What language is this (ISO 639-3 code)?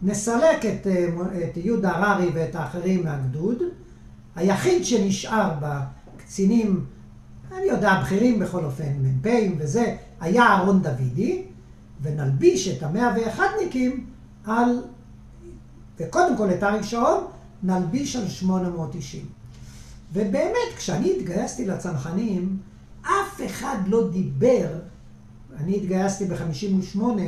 heb